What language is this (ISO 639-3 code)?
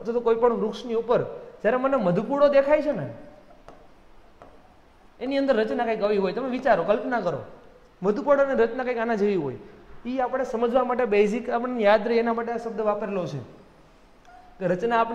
guj